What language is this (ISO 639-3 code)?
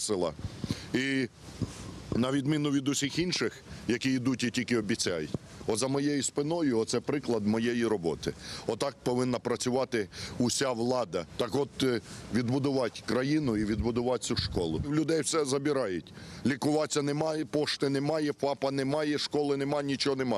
ukr